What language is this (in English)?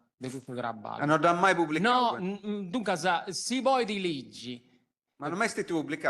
Sardinian